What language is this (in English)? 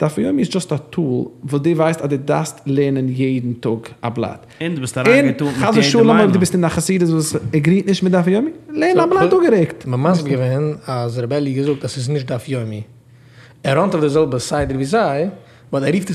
Yiddish